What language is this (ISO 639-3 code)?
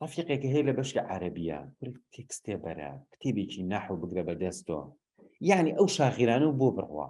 ckb